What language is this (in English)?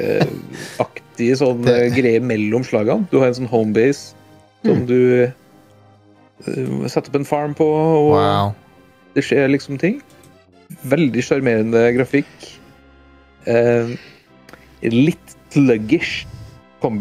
Norwegian